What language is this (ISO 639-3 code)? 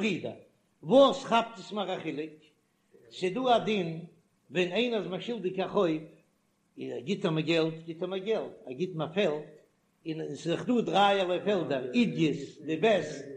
yid